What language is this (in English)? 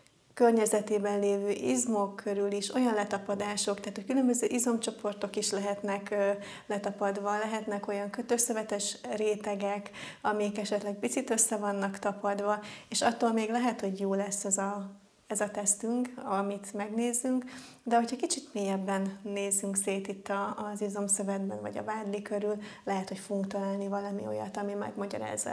Hungarian